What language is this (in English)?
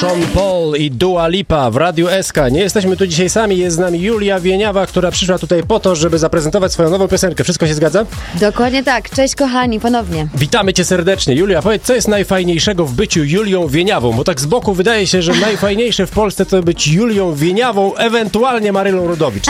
Polish